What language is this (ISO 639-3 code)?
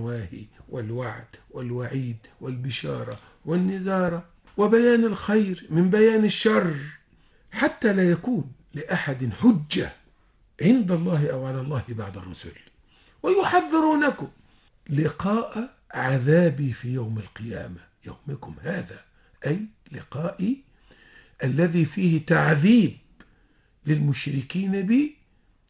ara